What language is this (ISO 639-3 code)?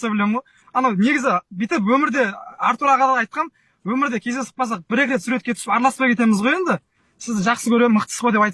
kaz